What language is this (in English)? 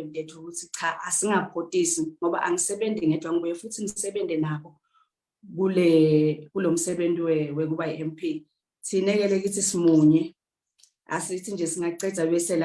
Swati